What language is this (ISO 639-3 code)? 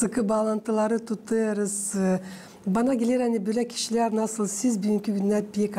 gag